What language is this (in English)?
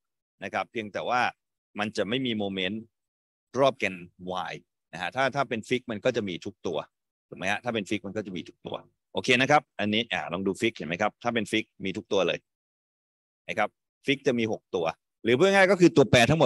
Thai